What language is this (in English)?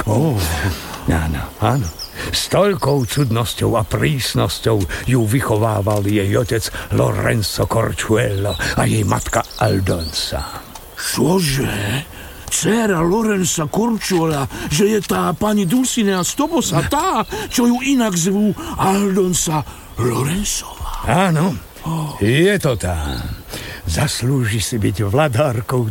Slovak